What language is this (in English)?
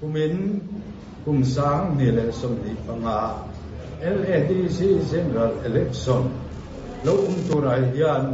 Mizo